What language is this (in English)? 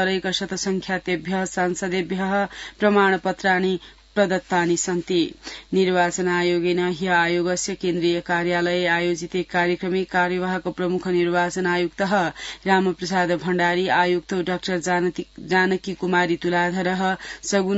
Sanskrit